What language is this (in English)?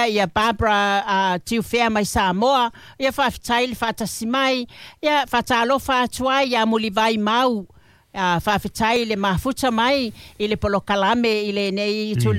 Samoan